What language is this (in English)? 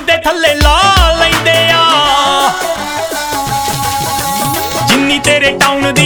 Punjabi